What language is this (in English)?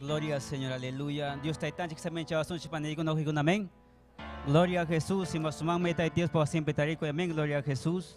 Ayacucho Quechua